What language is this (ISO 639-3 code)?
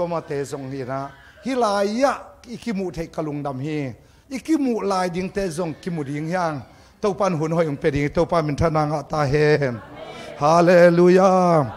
ctd